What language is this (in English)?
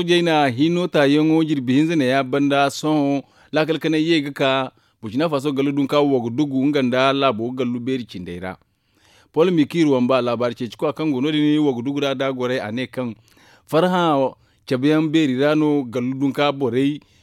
Zarma